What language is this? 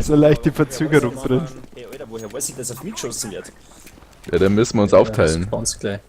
Bavarian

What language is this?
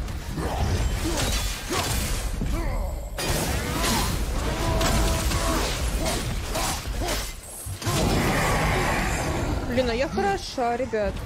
Russian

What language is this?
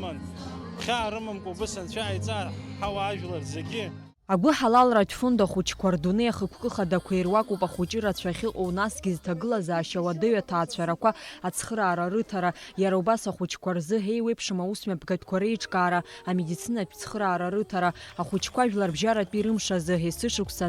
Abkhazian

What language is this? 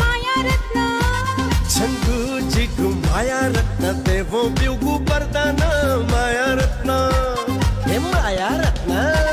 Newari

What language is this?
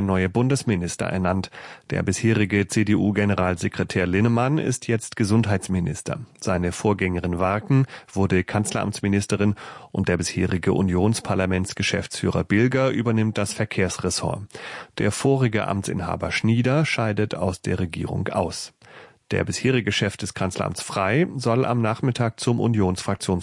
German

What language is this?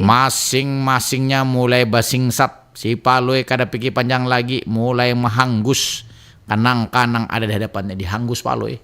Banjar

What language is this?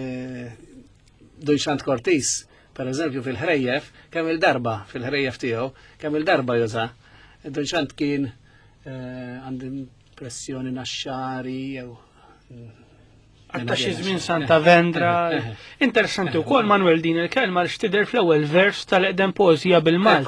Maltese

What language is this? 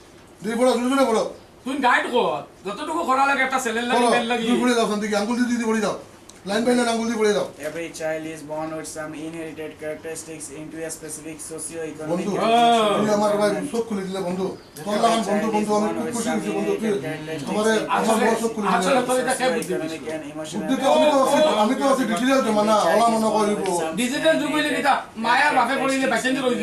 Sylheti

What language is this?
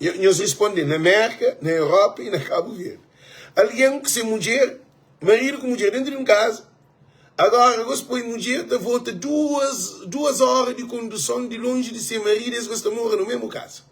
Kabuverdianu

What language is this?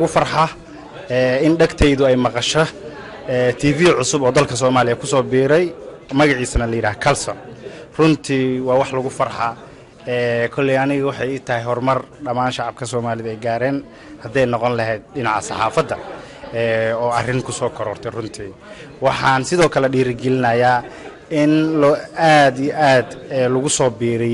Somali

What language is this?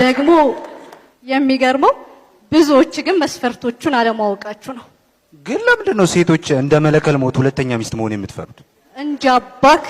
Amharic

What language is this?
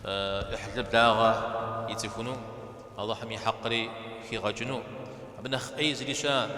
Kabardian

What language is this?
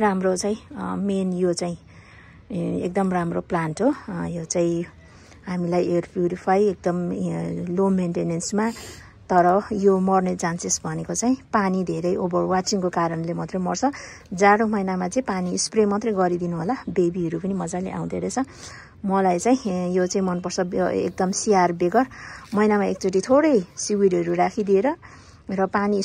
Nepali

